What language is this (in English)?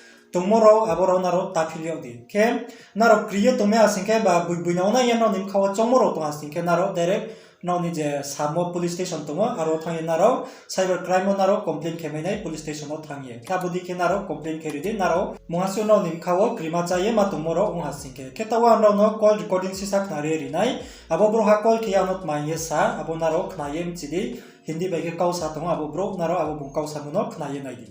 Riang (India)